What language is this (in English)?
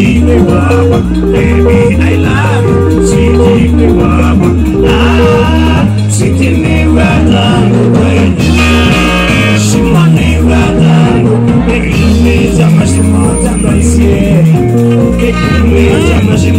Swahili